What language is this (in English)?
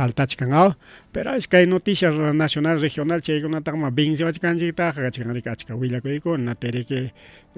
Ayacucho Quechua